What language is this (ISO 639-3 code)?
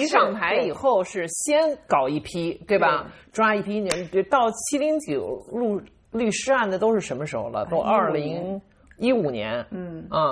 zho